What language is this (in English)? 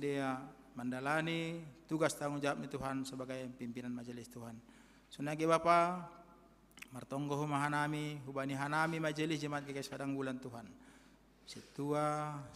Batak Simalungun